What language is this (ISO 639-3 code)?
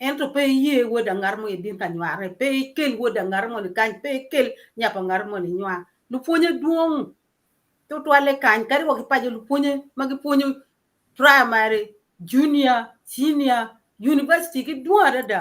ach